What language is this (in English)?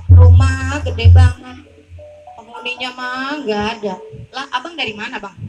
Betawi